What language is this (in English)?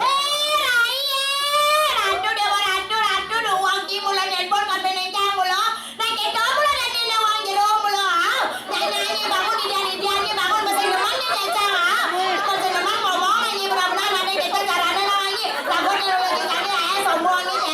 Balinese